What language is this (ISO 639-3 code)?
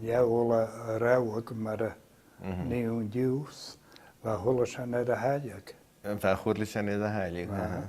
gla